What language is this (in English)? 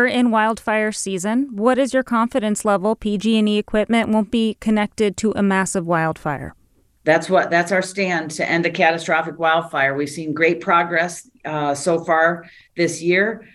English